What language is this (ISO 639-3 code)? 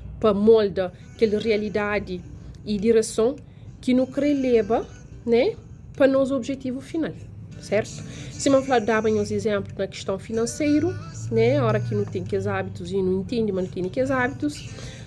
kea